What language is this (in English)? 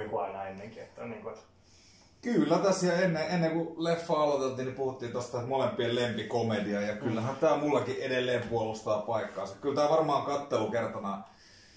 Finnish